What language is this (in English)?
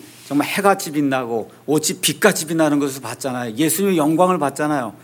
Korean